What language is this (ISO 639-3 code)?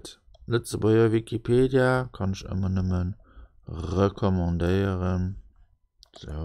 ltz